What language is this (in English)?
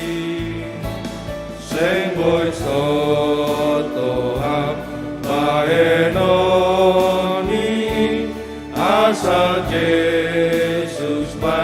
Batak Simalungun